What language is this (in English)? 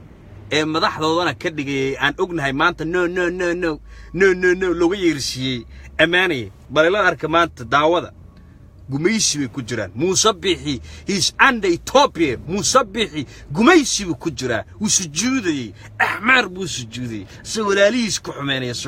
Somali